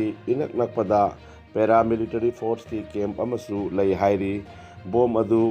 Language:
Manipuri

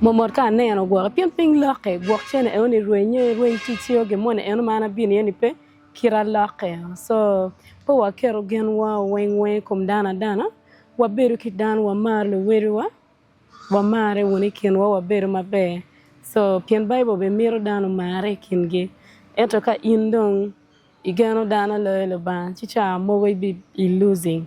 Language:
Acoli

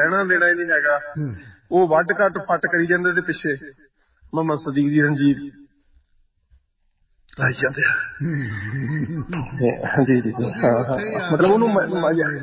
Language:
Punjabi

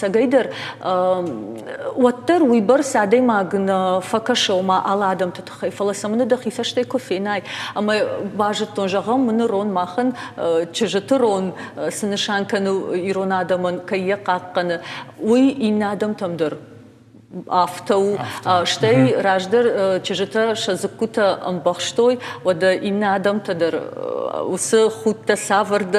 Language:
Ossetic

